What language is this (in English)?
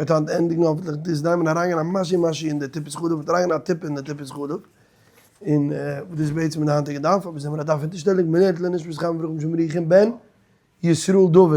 Yiddish